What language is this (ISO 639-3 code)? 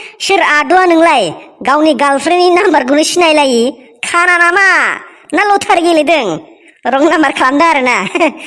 brx